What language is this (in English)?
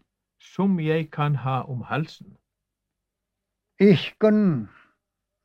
Norwegian